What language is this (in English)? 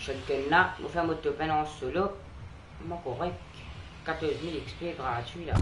Morisyen